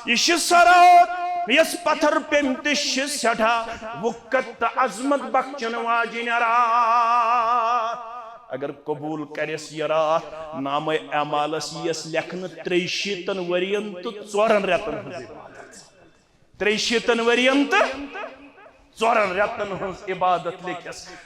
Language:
Kashmiri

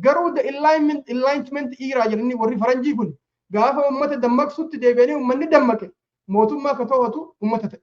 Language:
Oromo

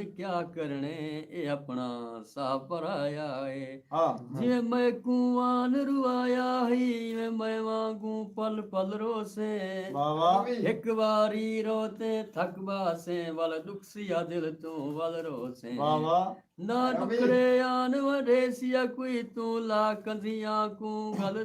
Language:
Saraiki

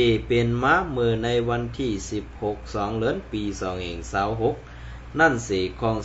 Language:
Shan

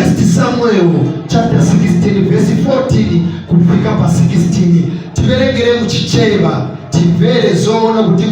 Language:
Nyanja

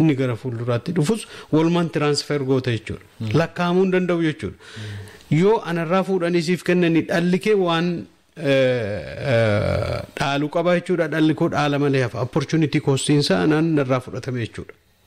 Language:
Oromo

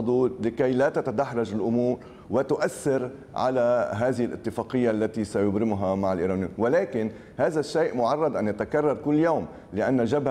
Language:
Arabic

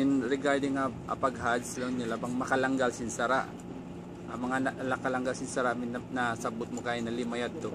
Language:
Tausug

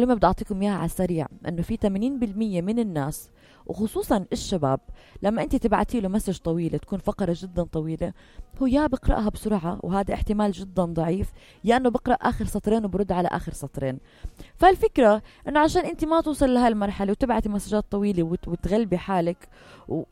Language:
North Levantine Arabic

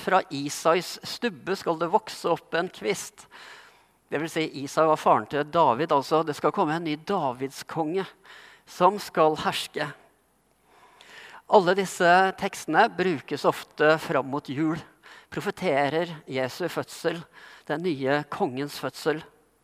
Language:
Norwegian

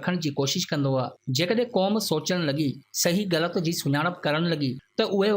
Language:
Sindhi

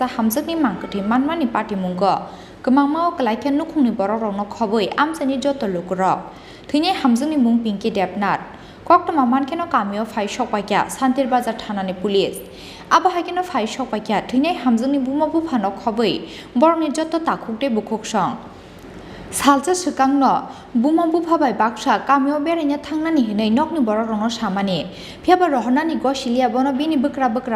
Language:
Kok Borok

